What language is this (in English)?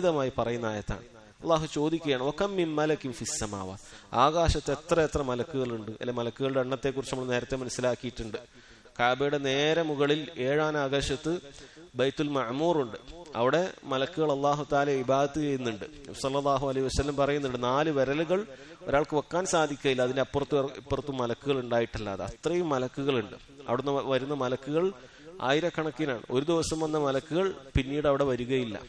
Malayalam